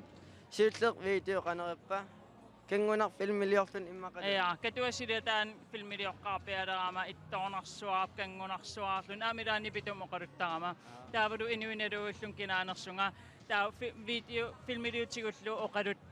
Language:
Kalaallisut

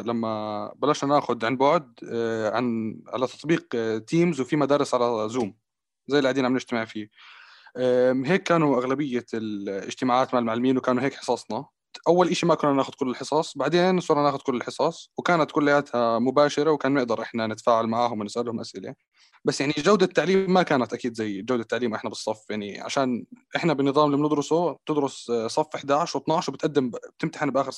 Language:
North Levantine Arabic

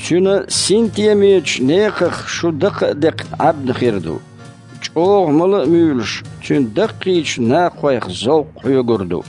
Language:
Chechen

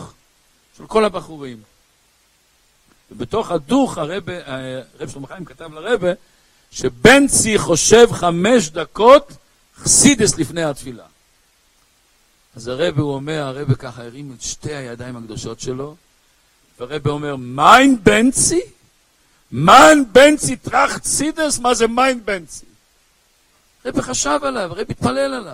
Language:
Hebrew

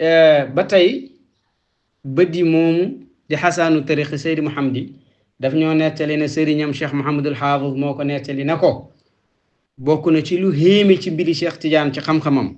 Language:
Wolof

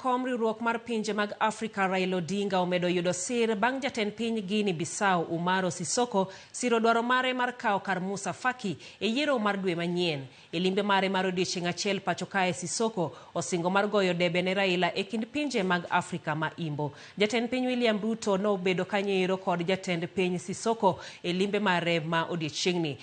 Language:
Luo (Kenya and Tanzania)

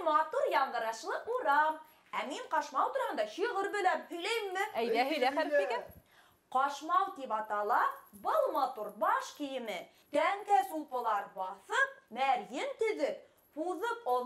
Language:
Bashkir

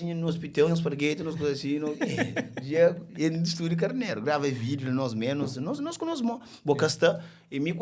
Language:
Kabuverdianu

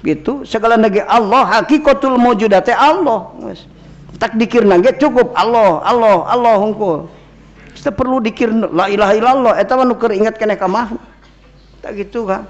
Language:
Sundanese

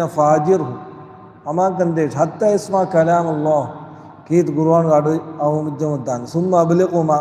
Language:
Divehi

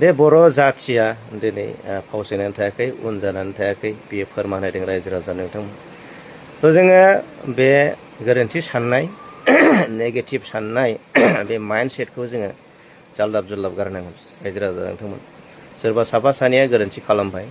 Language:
Bodo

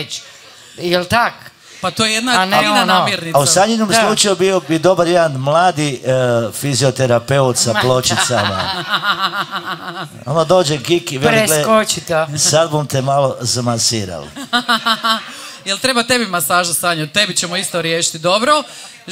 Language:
Croatian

